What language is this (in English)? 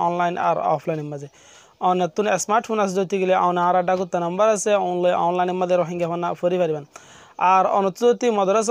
Assamese